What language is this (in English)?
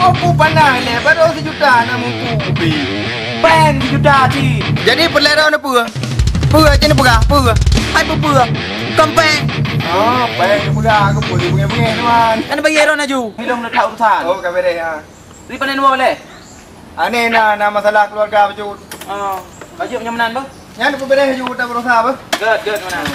Achinese